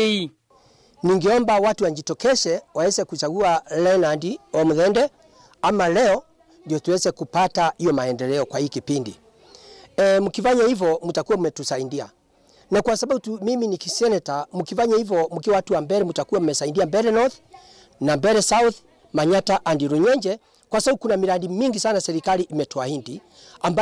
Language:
Kamba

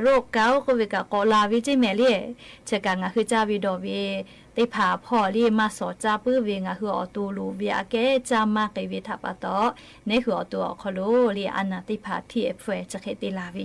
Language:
Lahu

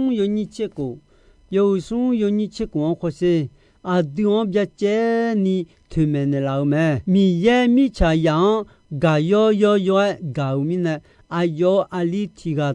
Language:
Akha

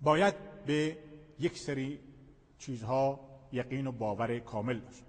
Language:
Persian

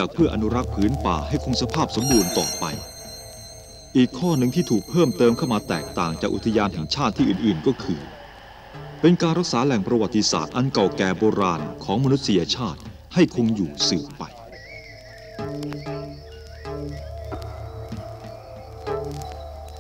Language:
Thai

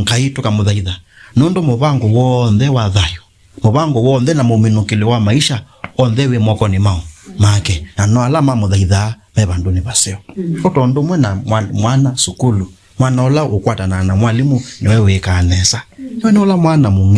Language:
Kamba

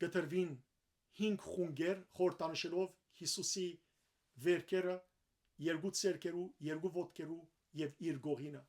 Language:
Western Armenian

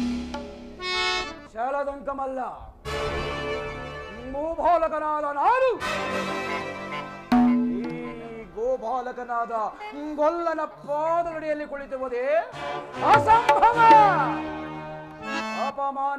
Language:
Kannada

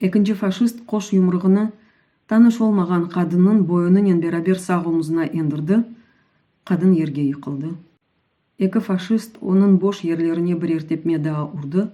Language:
Crimean Tatar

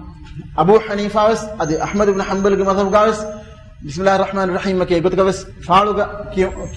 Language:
Divehi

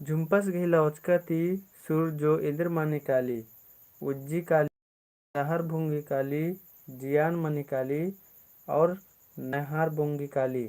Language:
Kurukh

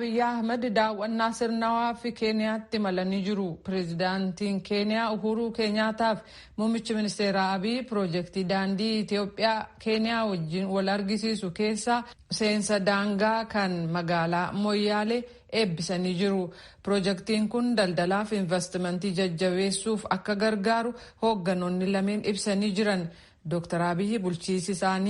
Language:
Oromo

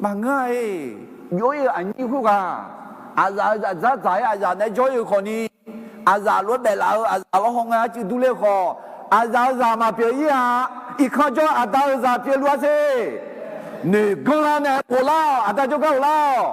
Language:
Akha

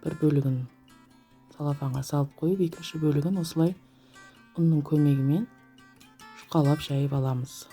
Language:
Kazakh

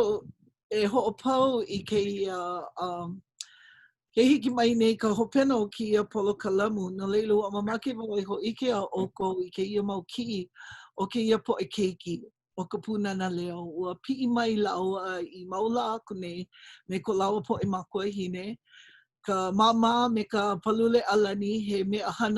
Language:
Hawaiian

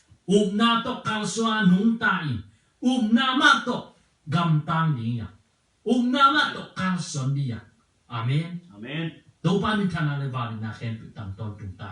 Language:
Tedim Chin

